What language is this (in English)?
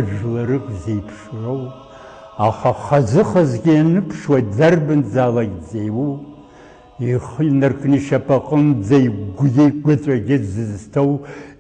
Abkhazian